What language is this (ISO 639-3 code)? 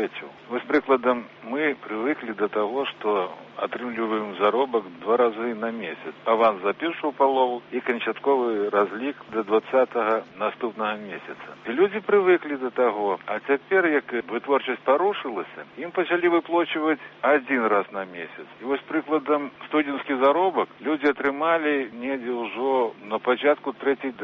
bel